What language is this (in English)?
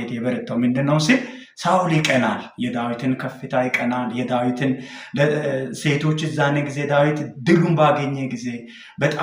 Amharic